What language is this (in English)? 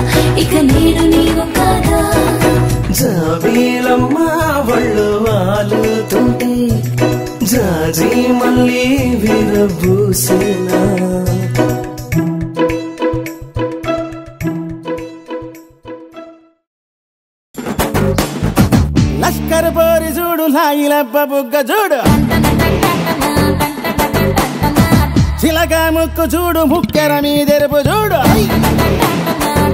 Telugu